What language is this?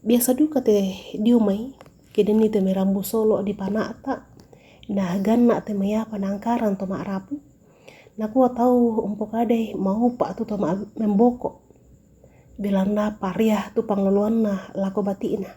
Toraja-Sa'dan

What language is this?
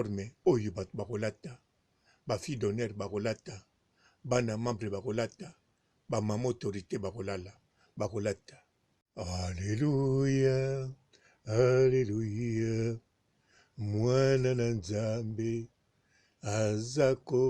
Lingala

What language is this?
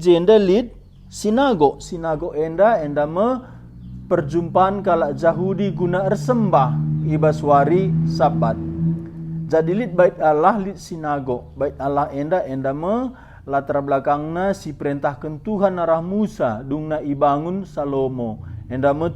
Batak Karo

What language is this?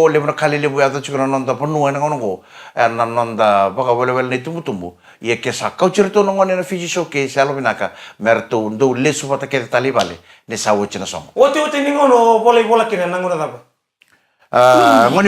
Fijian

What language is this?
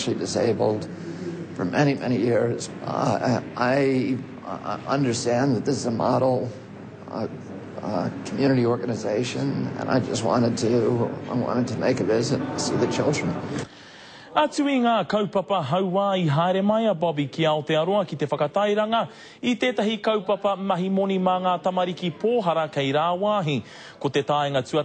Māori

